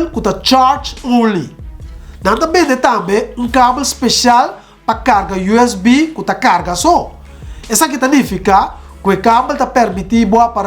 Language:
Papiamento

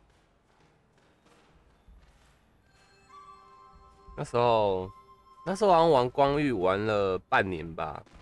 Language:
Chinese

